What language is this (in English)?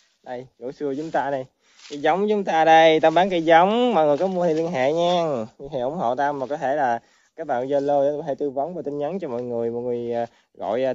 Vietnamese